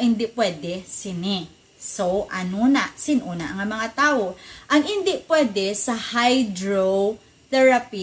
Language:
Hiligaynon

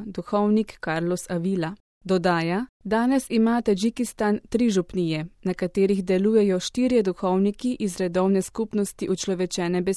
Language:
Slovenian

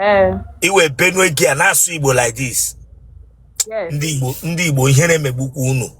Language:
Igbo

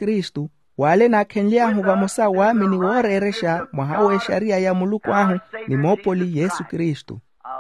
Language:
Makhuwa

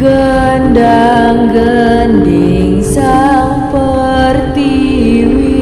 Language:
Balinese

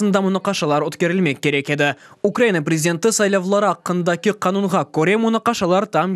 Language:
Crimean Tatar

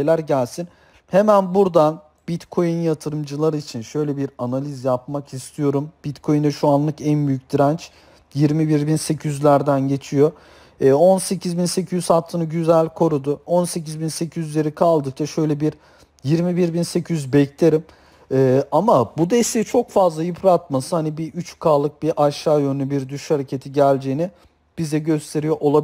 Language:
Turkish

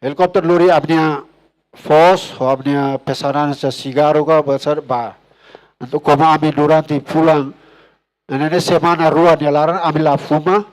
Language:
Tetum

